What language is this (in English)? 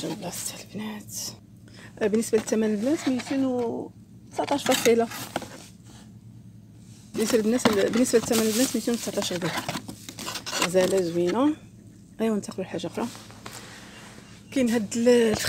Moroccan Arabic